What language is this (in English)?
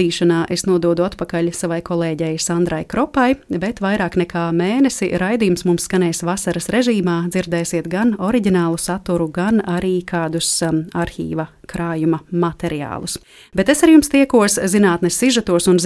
Latvian